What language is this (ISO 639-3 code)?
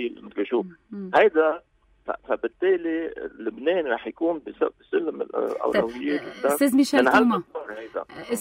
apc